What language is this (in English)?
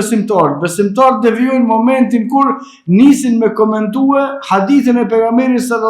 Albanian